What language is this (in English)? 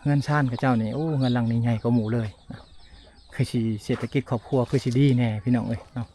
Lao